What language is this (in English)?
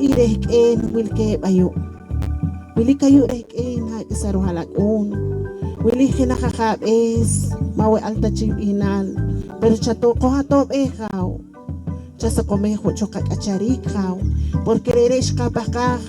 Poqomchi'